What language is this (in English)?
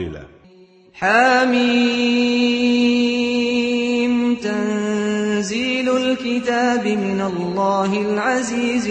Azerbaijani